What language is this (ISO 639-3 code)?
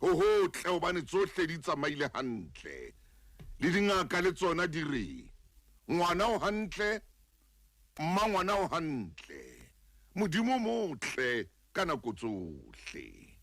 sot